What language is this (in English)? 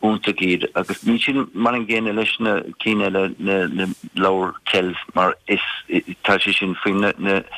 Irish